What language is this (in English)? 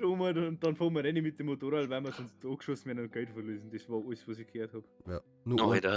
Bavarian